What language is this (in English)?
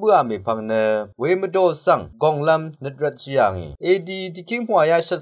Rawang